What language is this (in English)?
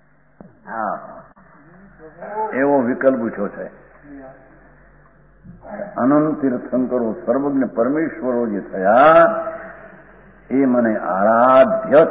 Gujarati